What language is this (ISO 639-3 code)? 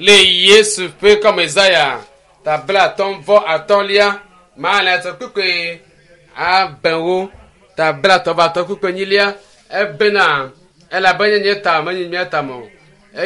ewe